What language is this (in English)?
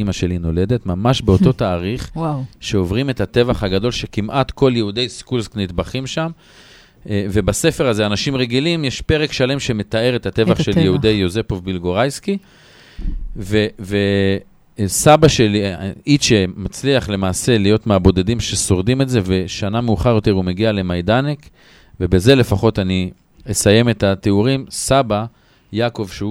Hebrew